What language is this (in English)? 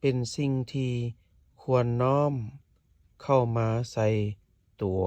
Lao